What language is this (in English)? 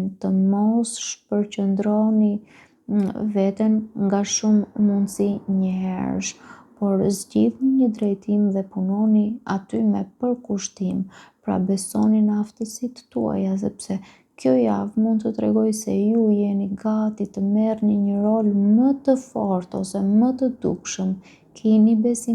Albanian